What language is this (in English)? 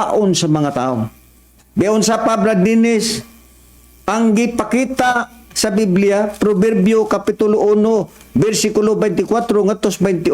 Cebuano